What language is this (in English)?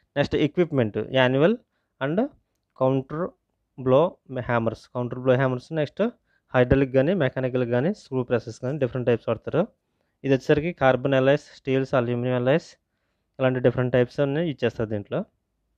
Telugu